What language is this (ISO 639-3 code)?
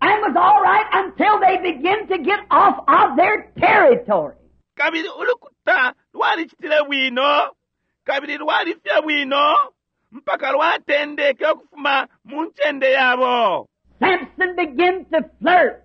bem